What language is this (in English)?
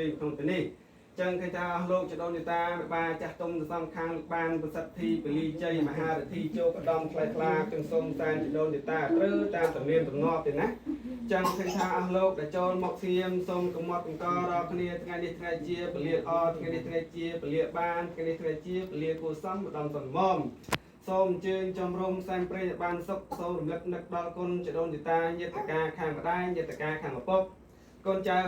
Khmer